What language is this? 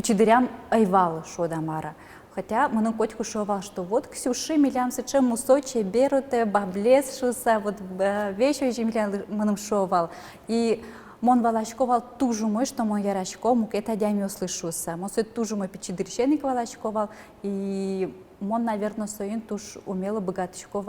Udmurt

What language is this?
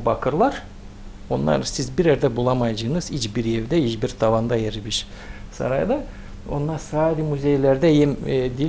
Gagauz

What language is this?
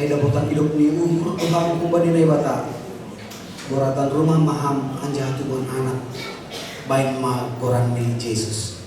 Batak Simalungun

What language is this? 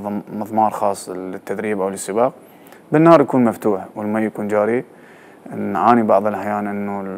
Mesopotamian Arabic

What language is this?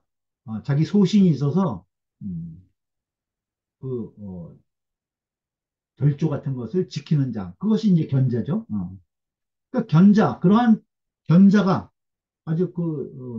Korean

